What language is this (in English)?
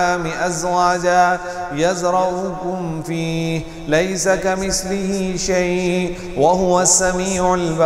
Arabic